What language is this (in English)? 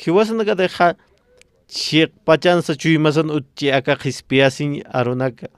Aymara